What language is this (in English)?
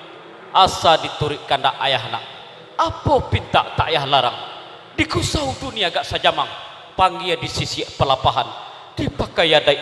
Minangkabau